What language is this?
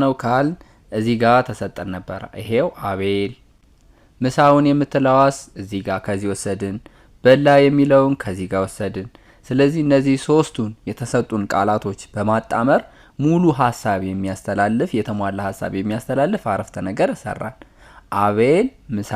Amharic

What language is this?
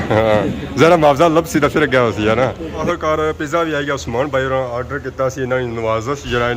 Pahari-Potwari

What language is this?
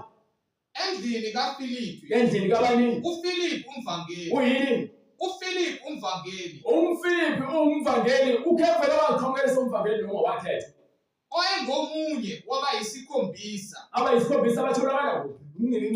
Zulu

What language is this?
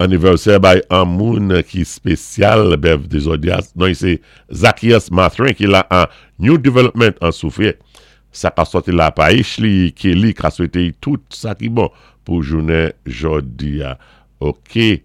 Saint Lucian Creole French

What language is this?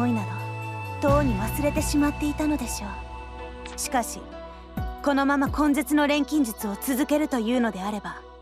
Japanese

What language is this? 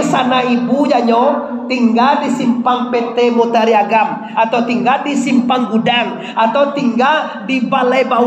Minangkabau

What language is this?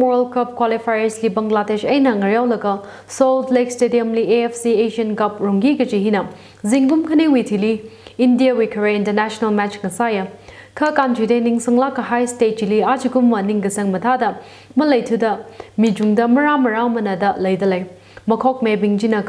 Tangkhul Naga (India)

